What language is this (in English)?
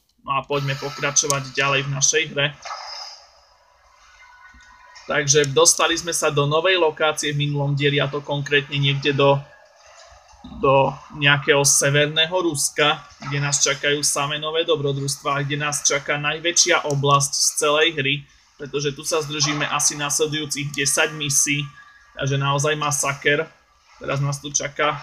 Slovak